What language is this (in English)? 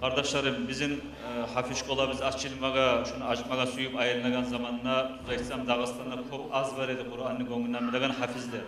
Kumyk